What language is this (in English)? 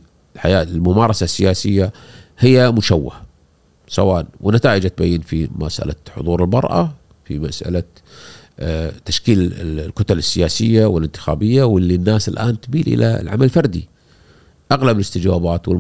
Gulf Arabic